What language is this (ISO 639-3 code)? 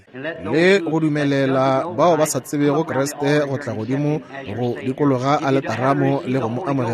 nso